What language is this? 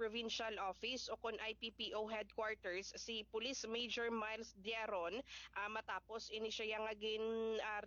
Hiligaynon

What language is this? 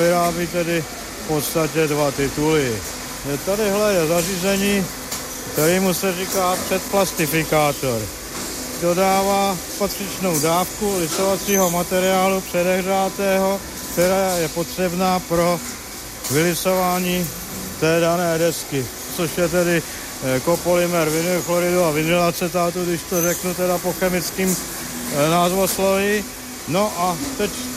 Czech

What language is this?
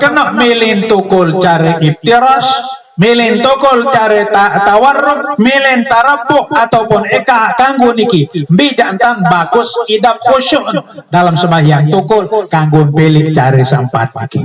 Sasak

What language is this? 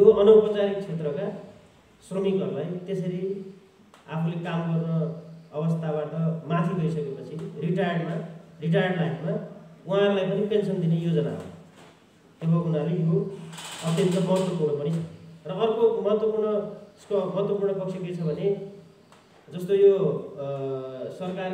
Nepali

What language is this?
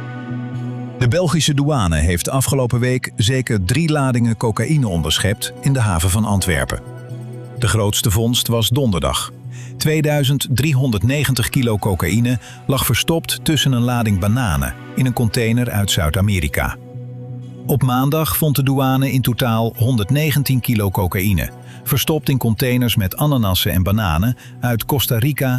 Dutch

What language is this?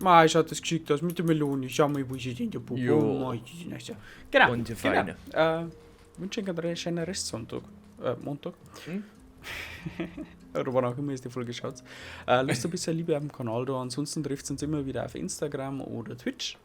Bavarian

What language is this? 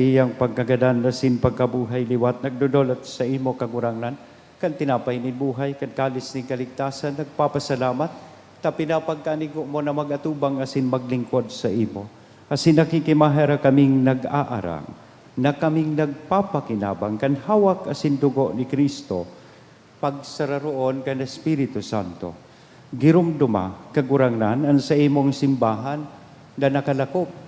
Bikol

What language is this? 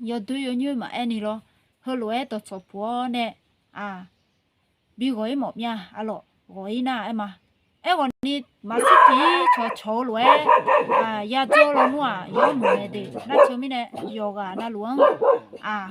Akha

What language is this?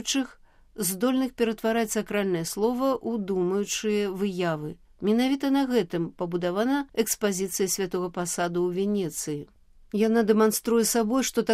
Belarusian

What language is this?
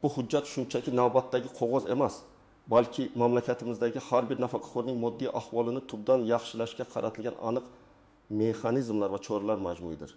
Uzbek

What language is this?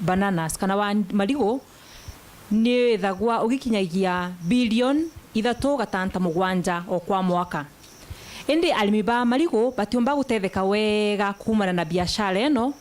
Meru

